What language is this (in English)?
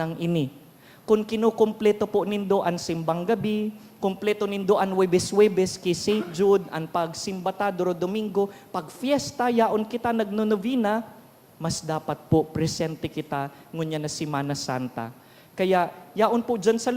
Bikol